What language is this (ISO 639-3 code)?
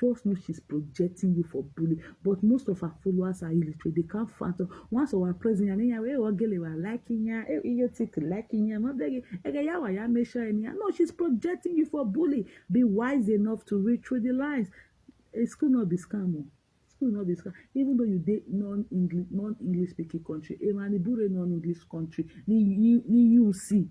pcm